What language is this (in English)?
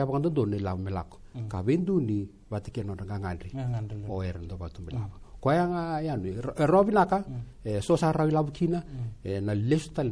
Fijian